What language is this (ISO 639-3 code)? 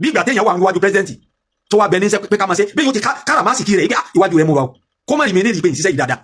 yor